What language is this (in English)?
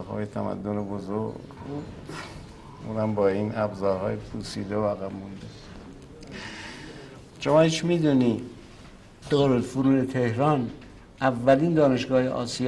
Persian